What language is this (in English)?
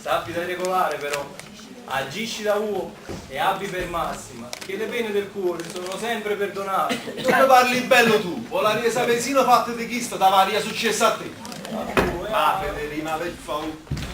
Neapolitan